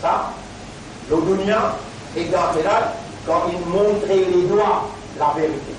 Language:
Morisyen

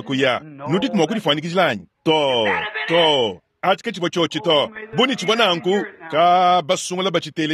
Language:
Luba-Lulua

